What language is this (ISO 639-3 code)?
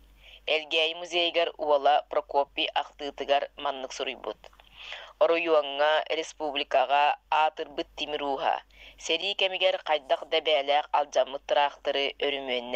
sah